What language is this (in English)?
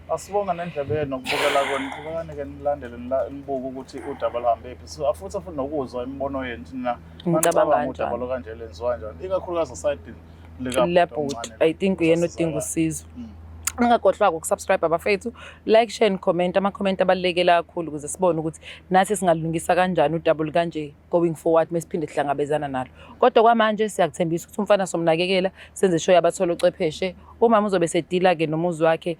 Zulu